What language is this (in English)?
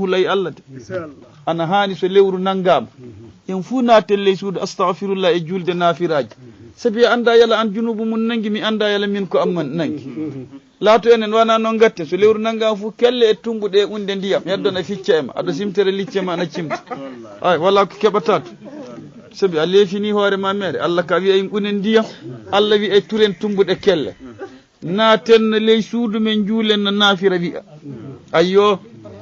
Fula